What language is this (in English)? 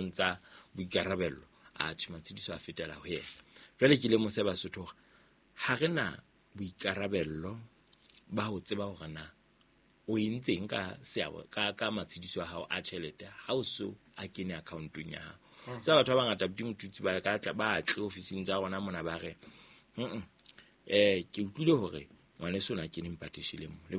Southern Sotho